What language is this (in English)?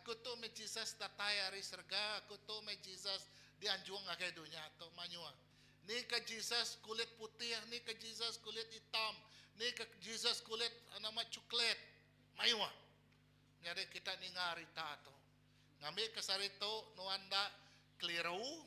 Iban